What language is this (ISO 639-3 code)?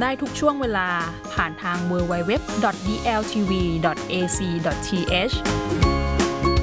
tha